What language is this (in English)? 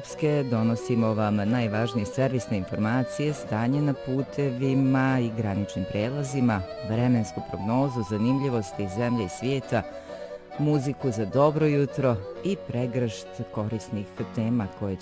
Serbian